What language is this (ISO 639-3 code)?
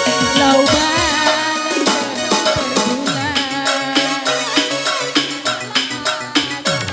btx